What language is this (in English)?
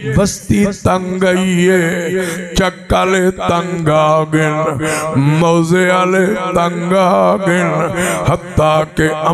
Saraiki